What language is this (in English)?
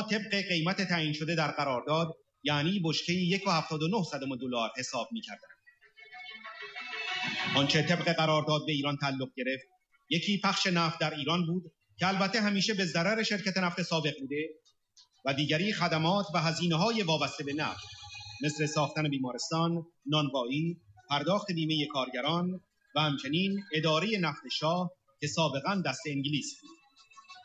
Persian